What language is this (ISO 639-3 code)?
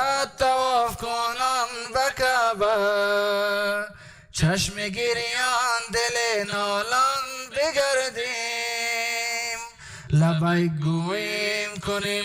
fas